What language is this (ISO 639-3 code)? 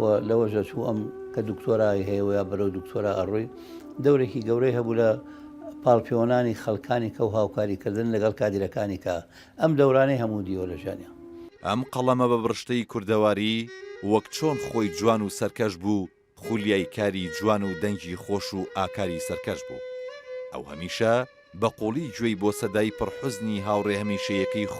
ckb